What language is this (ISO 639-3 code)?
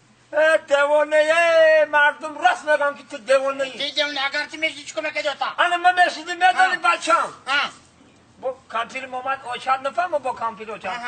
tgk